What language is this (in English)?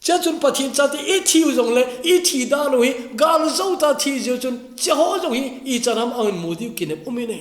Thado Chin